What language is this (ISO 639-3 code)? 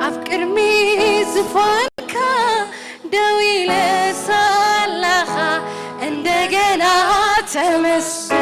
tir